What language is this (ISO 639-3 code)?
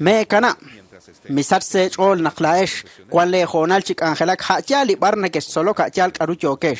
kek